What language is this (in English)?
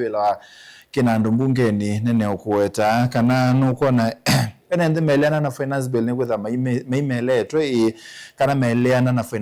Kamba